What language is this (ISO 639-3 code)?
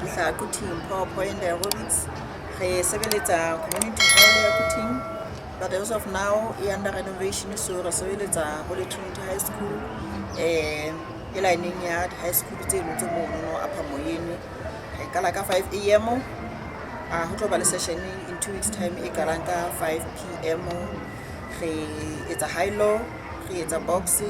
sot